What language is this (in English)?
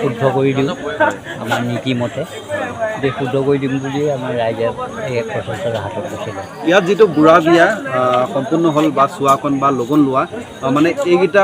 Assamese